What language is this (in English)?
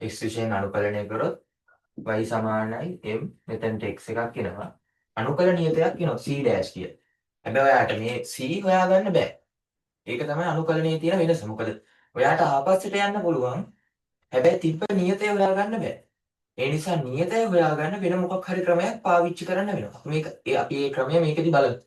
Sinhala